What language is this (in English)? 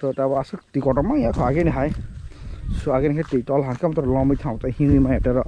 Kok Borok